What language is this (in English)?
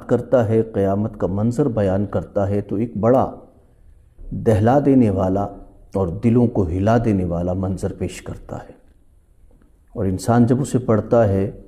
Urdu